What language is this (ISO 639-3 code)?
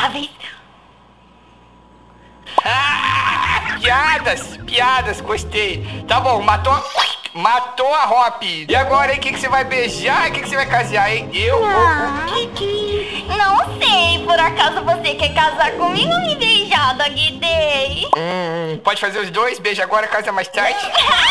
por